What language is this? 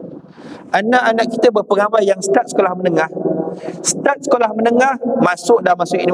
Malay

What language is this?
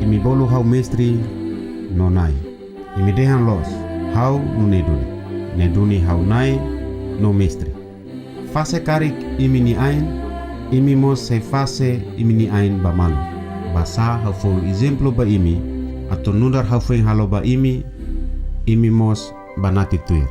Tetum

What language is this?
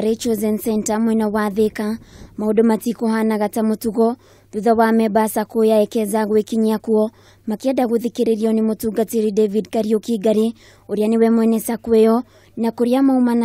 Kikuyu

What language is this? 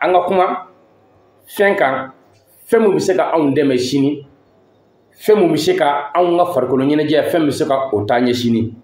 Bambara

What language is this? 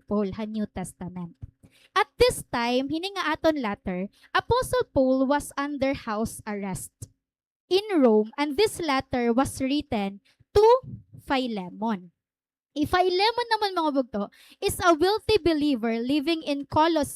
Waray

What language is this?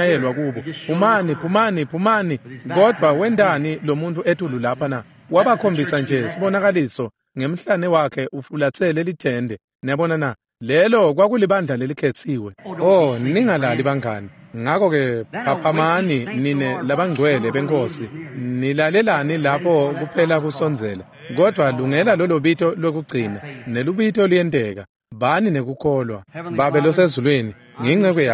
Swati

